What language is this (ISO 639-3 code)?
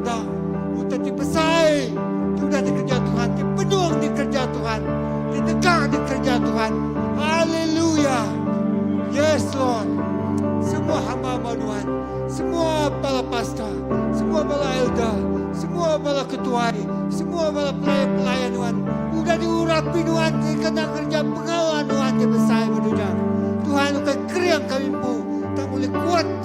iba